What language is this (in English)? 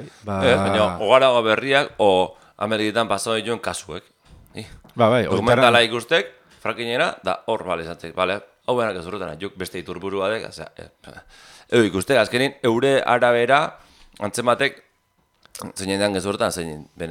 Basque